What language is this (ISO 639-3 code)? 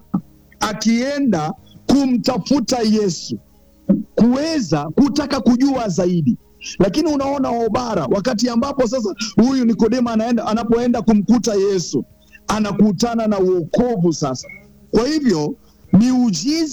swa